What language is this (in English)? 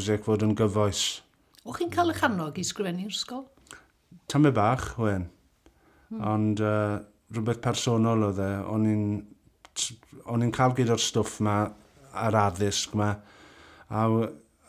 Welsh